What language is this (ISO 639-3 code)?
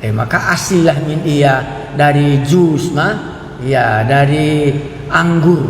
btx